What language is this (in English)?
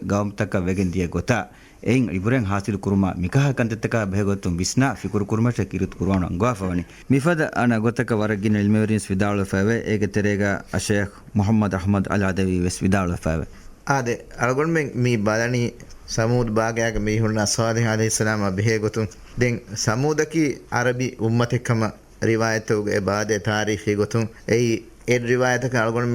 Divehi